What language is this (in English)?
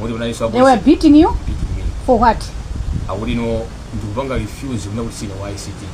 Nyanja